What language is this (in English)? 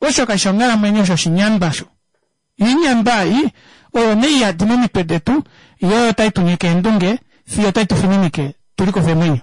Kuanyama